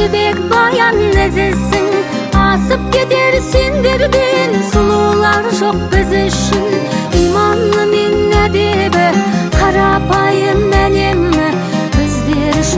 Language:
Kazakh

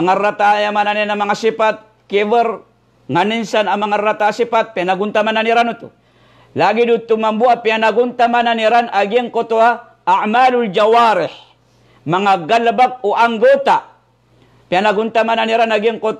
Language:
Maranao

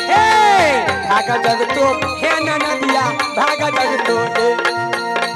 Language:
Maithili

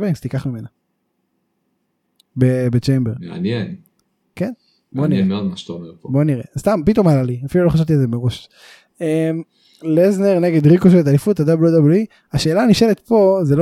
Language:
Hebrew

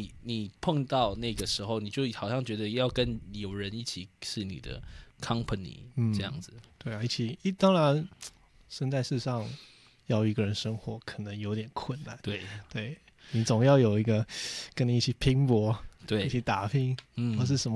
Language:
Chinese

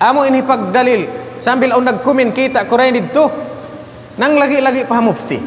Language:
Tausug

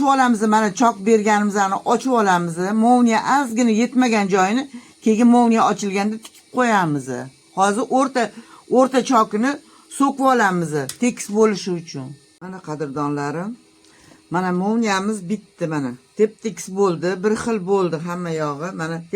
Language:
Uzbek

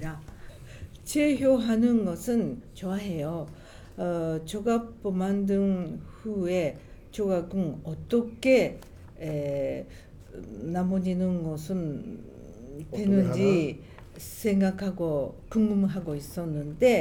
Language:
Korean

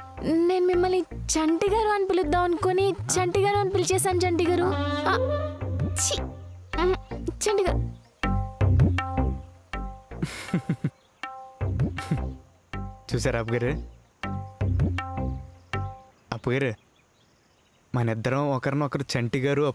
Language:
Telugu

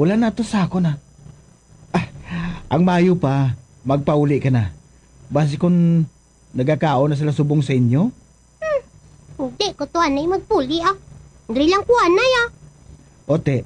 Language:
Hiligaynon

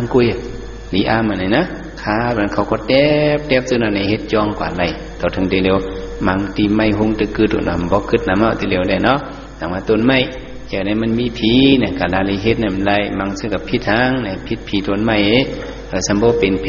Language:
Shan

